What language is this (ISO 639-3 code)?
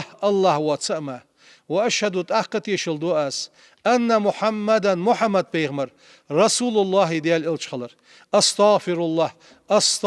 inh